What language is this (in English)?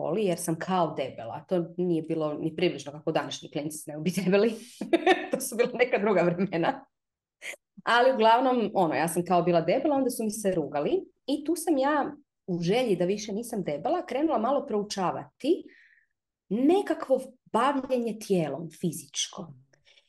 Croatian